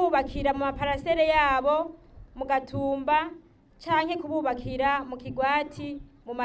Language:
Rundi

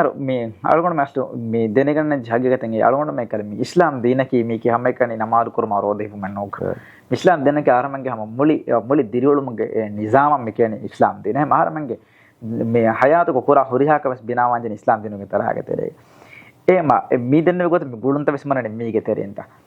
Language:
Divehi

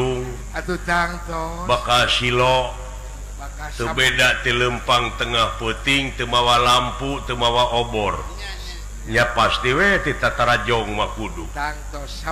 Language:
Sundanese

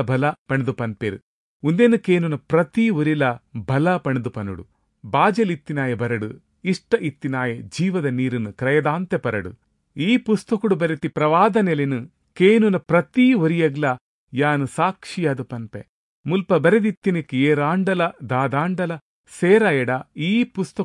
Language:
Tulu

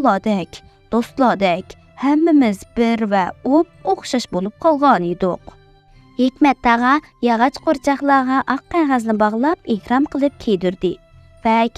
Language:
Uyghur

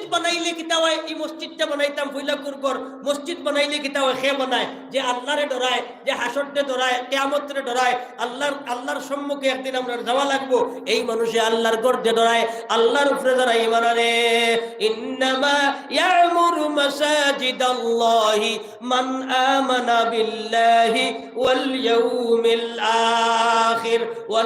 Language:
Sylheti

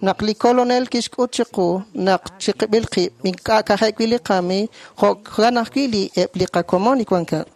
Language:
Kekchí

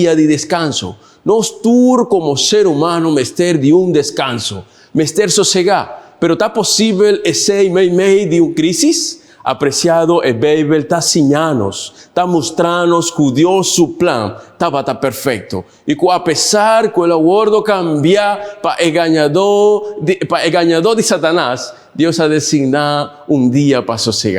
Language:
Papiamento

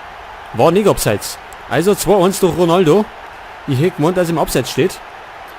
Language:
Bavarian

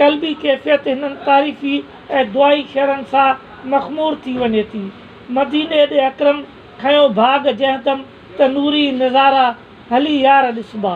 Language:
Sindhi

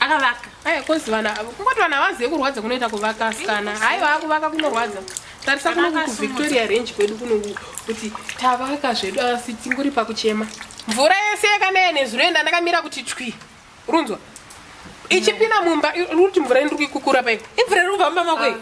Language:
Shona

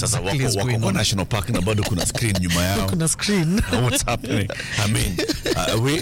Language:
Swahili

